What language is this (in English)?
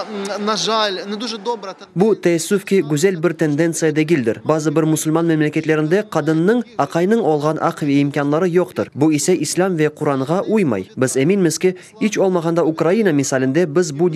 Crimean Tatar